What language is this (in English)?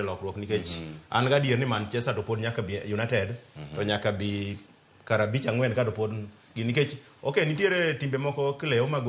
Luo (Kenya and Tanzania)